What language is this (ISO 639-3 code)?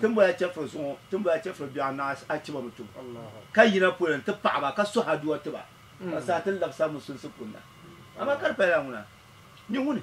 dag